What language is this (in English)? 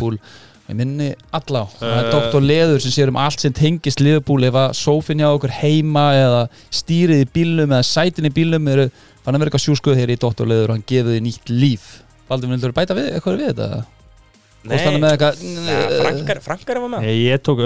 Icelandic